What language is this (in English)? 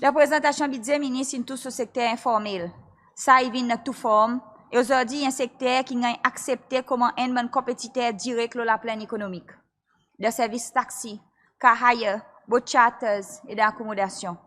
Seselwa Creole French